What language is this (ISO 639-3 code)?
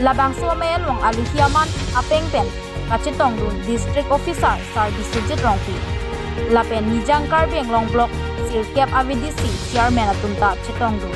mjw